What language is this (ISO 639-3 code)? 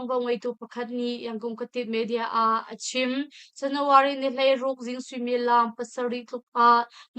cnh